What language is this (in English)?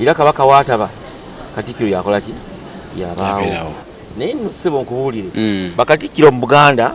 Ganda